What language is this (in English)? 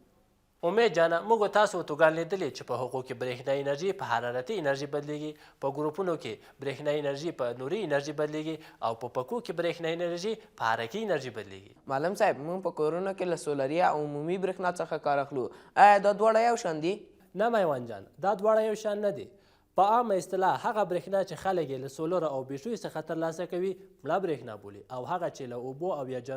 Pashto